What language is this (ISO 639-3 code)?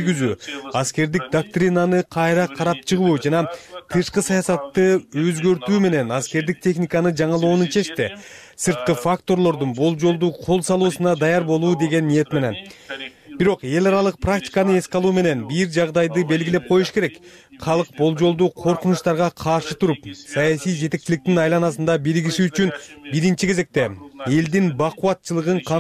kir